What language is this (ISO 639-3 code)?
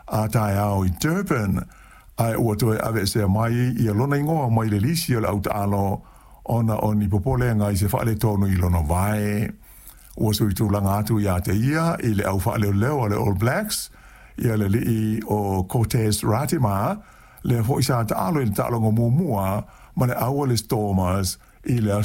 smo